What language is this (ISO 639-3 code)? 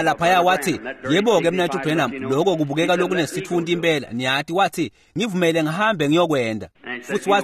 ssw